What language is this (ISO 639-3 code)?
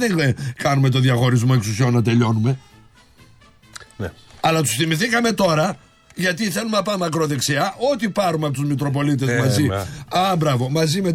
ell